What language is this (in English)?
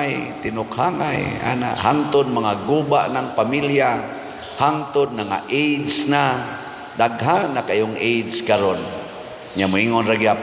Cebuano